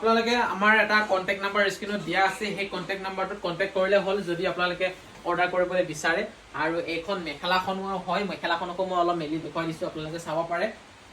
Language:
Assamese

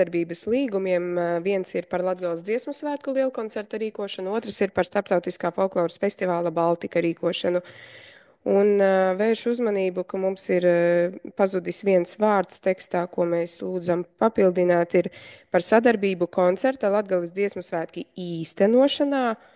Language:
Latvian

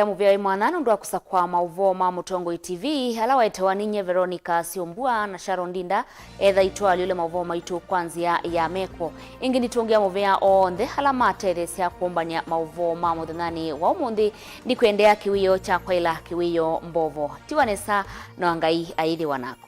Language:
Kamba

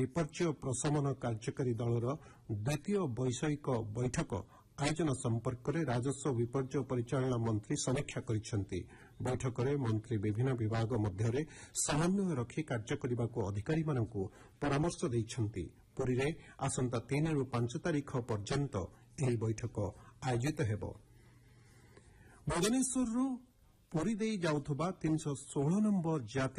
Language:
Odia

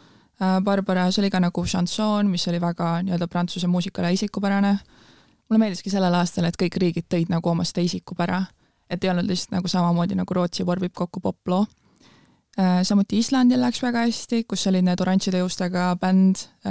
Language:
Estonian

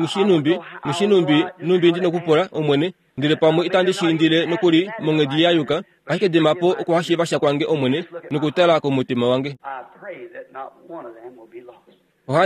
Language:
Kuanyama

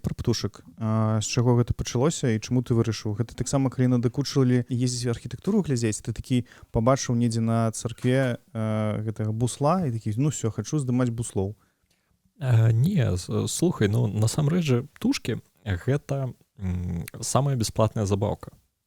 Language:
Belarusian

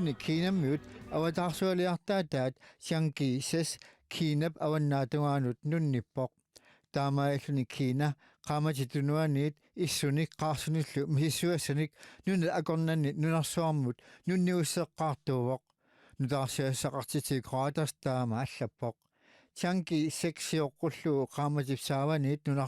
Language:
Kalaallisut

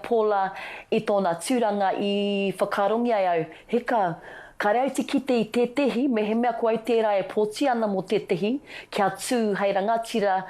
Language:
Māori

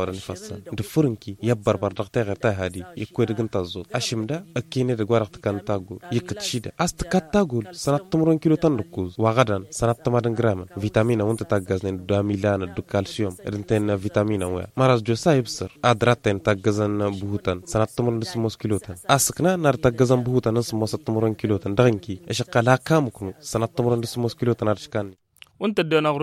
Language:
Tamasheq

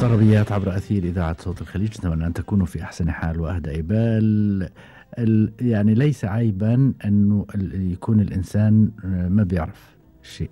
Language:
Gulf Arabic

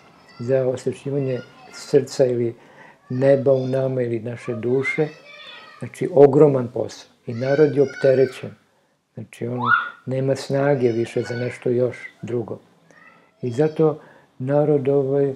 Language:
Serbian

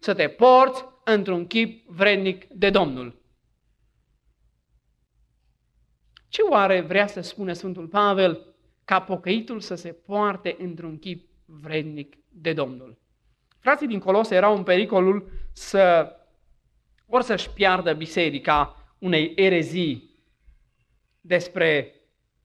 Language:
Romanian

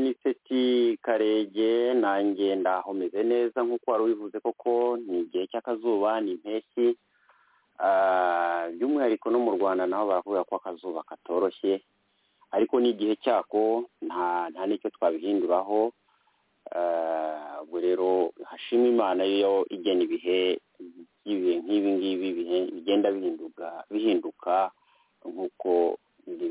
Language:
Kinyarwanda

